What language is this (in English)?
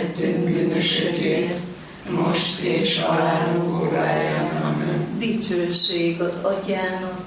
Hungarian